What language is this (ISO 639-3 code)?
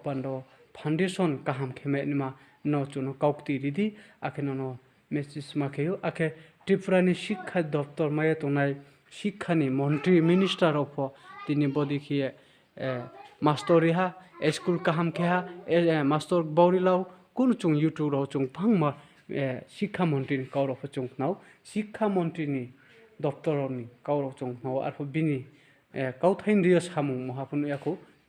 ria